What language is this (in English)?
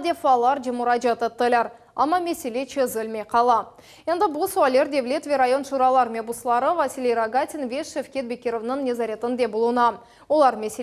Crimean Tatar